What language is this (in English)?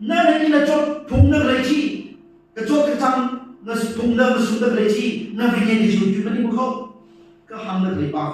Tangkhul Naga (India)